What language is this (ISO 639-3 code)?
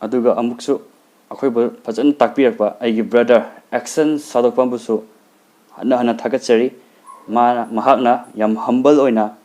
mni